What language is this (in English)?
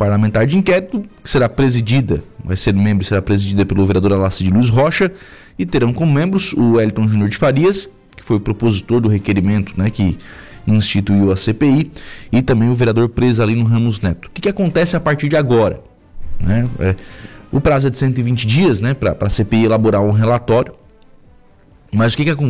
Portuguese